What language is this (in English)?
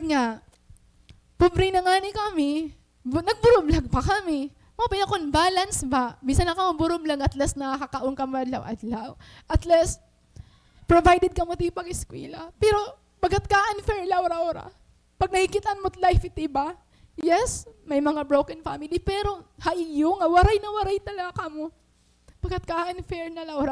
Waray